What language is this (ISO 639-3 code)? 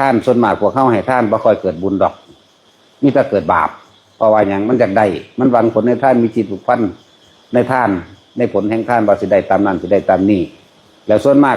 lao